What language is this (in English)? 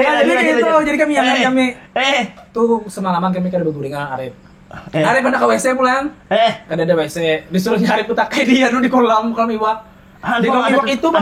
Banjar